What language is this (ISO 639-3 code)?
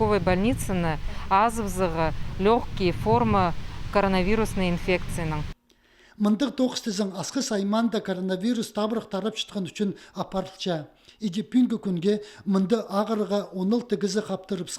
kjh